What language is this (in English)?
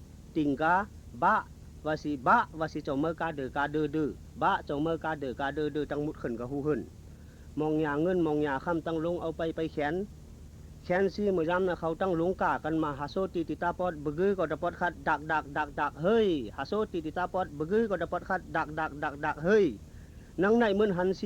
Shan